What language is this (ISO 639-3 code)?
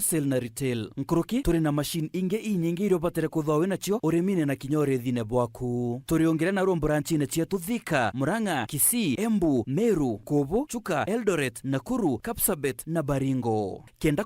mer